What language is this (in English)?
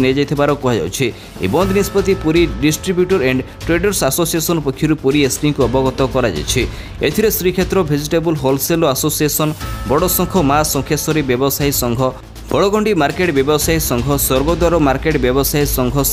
Odia